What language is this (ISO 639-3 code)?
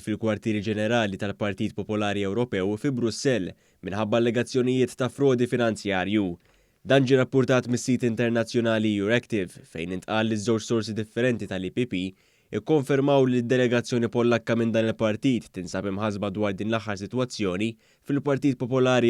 mlt